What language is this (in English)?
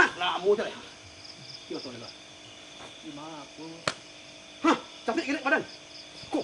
Minangkabau